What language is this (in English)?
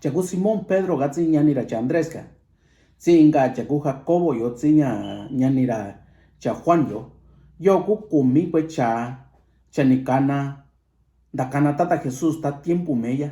Mixtepec Mixtec